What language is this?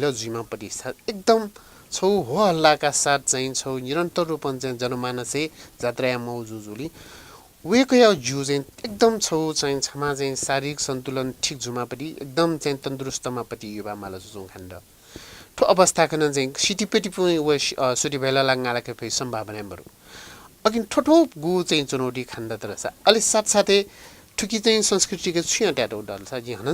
Newari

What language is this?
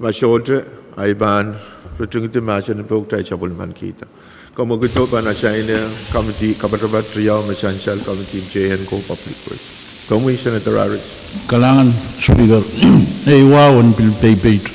Pohnpeian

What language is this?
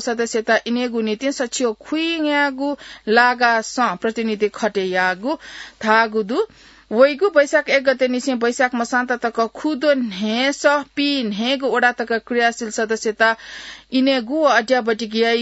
Newari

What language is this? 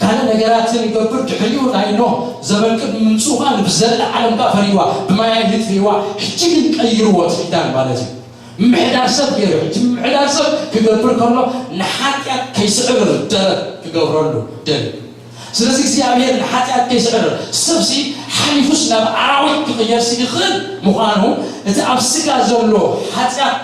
Tigrinya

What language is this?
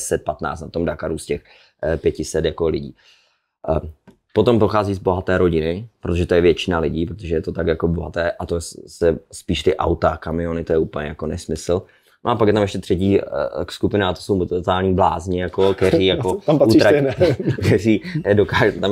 Czech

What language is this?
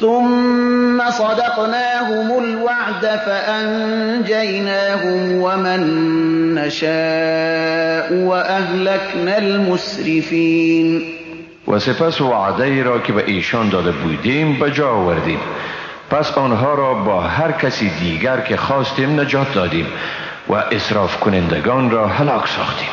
Persian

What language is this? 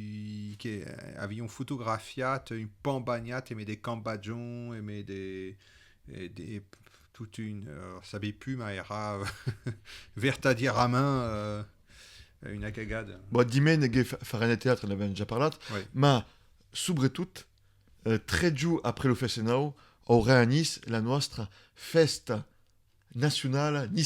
Occitan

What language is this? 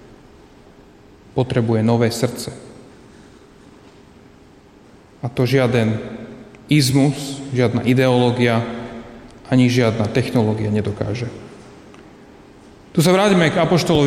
Slovak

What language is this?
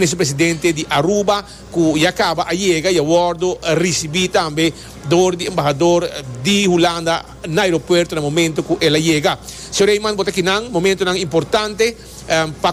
Papiamento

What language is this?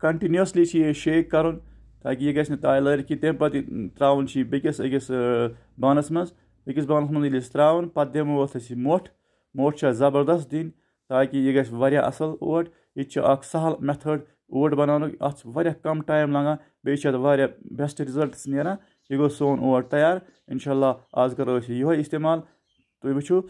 Kashmiri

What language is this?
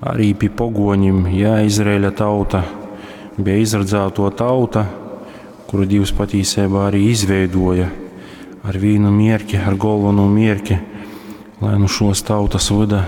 Latgalian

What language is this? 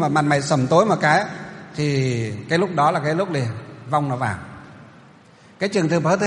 Vietnamese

